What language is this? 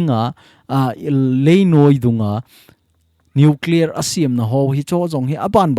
Thado Chin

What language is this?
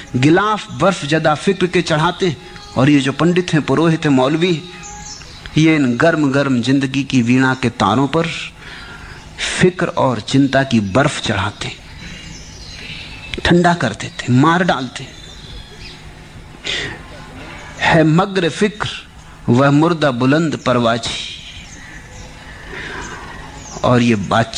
Hindi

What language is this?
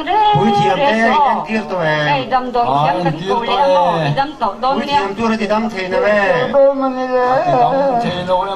Mizo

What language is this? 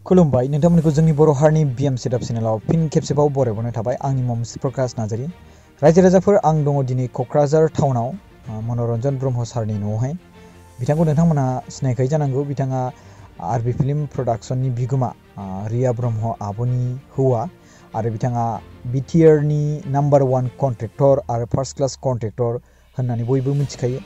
Bodo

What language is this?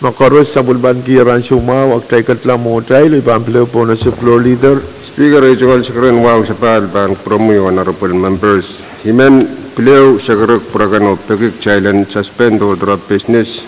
Pohnpeian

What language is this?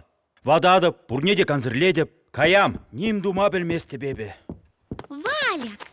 Chuvash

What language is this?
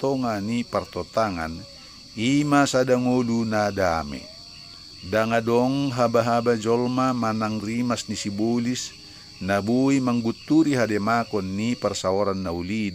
Batak Toba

